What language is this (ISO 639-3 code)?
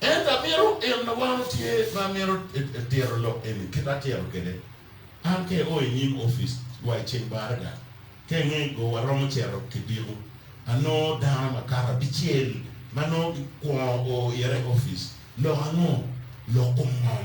ach